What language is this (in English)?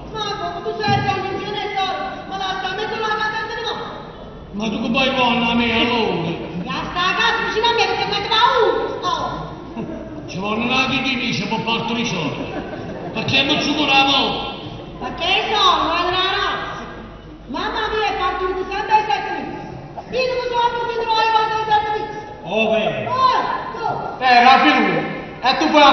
Neapolitan